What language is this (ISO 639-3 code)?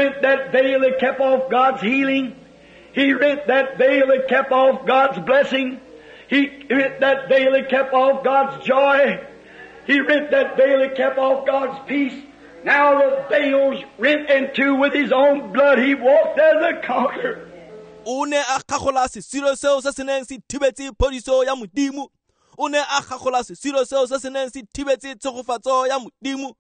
tsn